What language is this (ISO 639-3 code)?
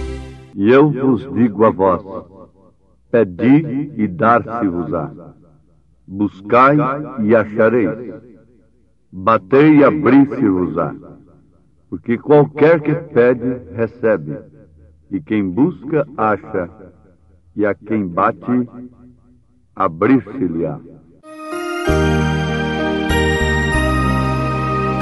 por